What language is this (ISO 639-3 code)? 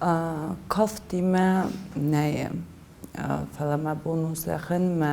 oss